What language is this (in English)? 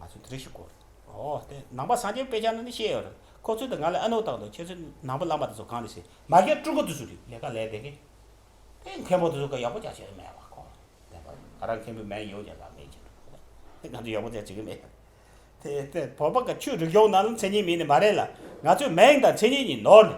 Tibetan